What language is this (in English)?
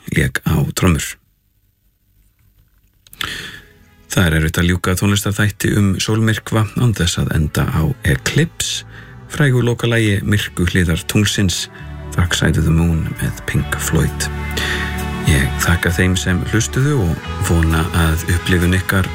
Icelandic